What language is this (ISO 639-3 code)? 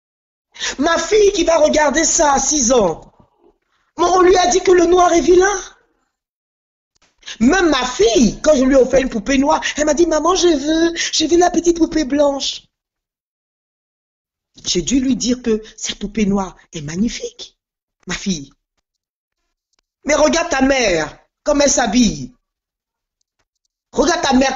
fra